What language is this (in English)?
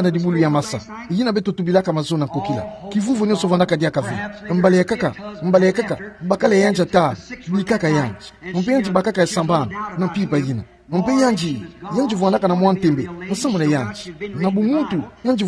Kituba (Democratic Republic of Congo)